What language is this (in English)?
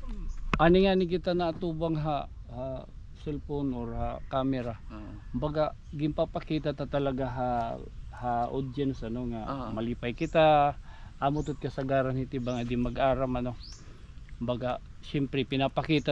Waray